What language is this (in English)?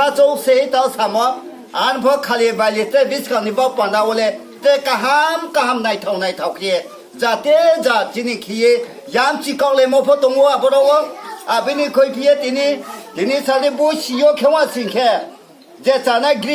Riang (India)